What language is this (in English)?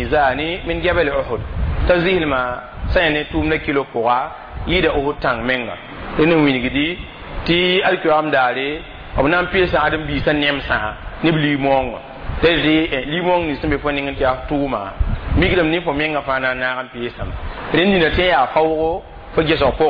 Mossi